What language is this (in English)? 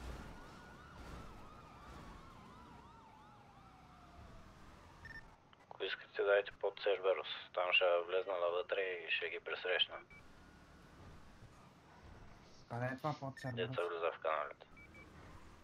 Bulgarian